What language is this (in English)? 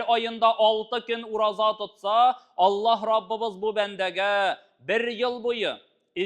Tatar